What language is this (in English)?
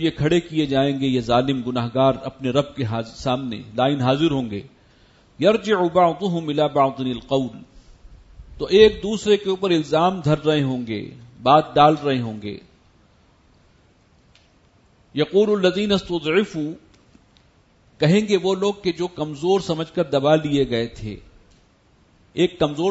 Urdu